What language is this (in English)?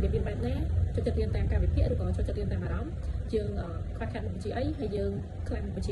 Khmer